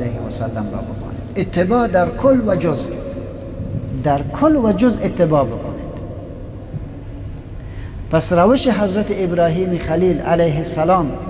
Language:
Persian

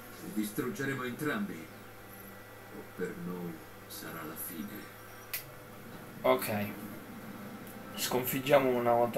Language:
Italian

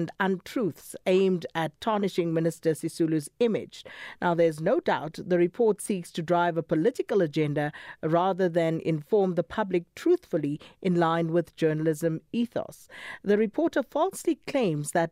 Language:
English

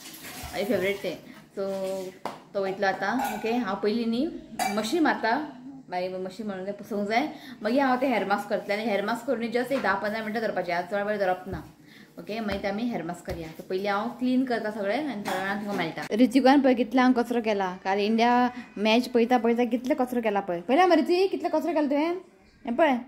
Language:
Konkani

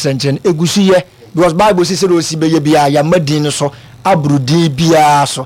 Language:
Akan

